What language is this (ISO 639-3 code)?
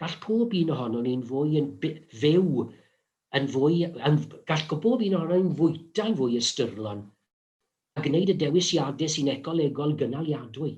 cym